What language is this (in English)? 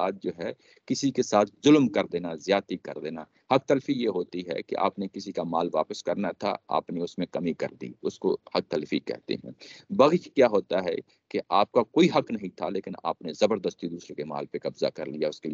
Urdu